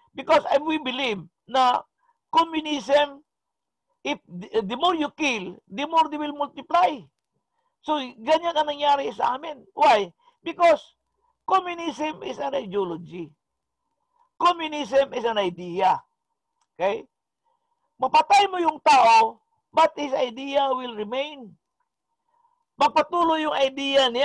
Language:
Filipino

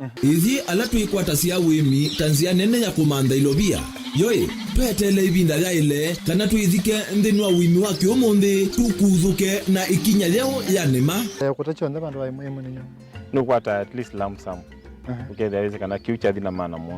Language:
Kamba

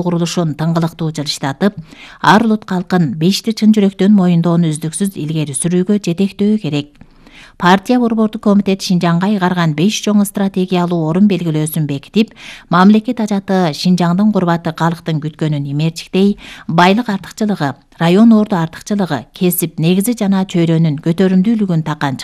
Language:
Kyrgyz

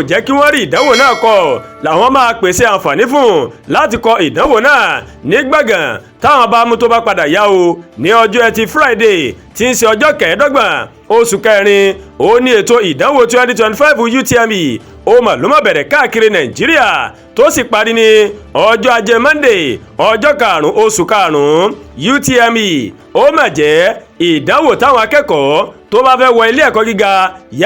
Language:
Yoruba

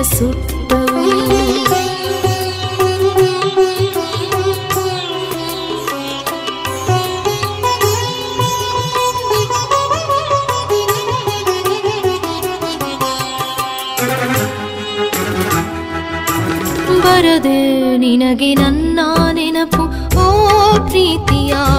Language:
Kannada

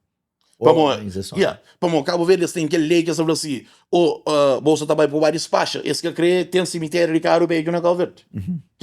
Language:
Kabuverdianu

